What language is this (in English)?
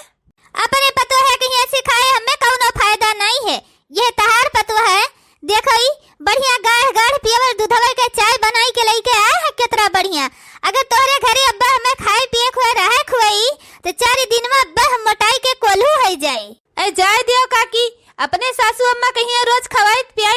Awadhi